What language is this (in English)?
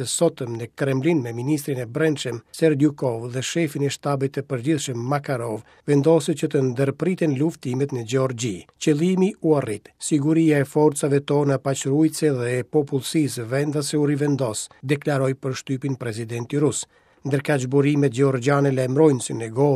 Albanian